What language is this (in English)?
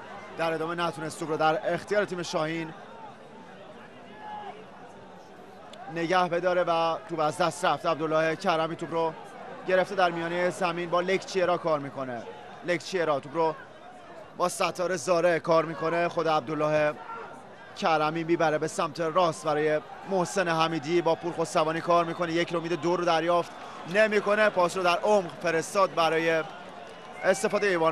Persian